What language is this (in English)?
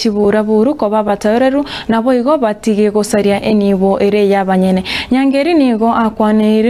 Gusii